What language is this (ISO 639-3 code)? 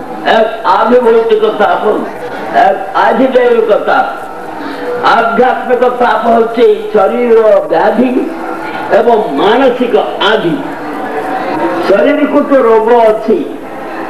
ori